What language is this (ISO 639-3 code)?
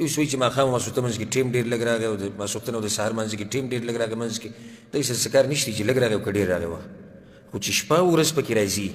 pus